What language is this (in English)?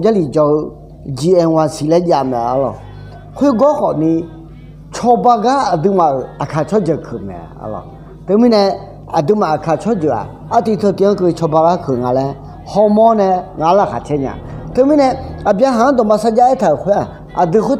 Akha